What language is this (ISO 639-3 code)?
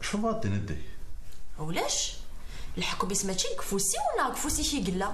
kab